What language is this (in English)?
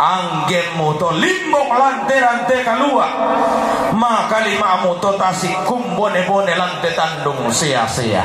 Toraja-Sa'dan